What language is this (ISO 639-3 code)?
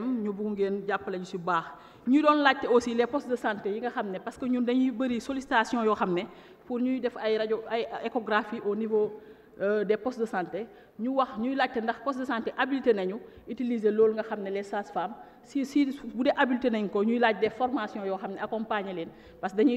wol